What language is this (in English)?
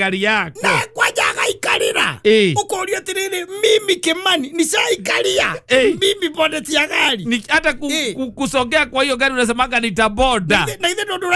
Kikuyu